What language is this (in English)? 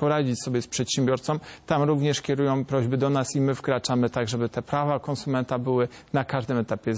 Polish